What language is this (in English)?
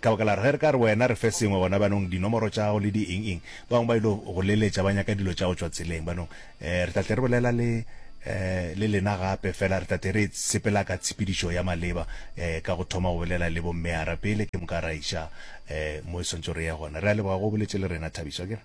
Northern Sotho